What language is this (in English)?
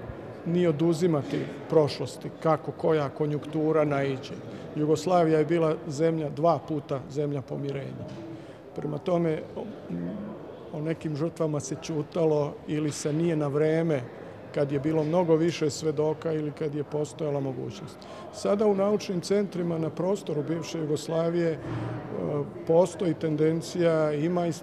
Serbian